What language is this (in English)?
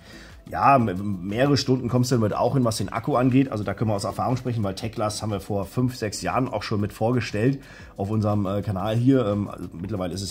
German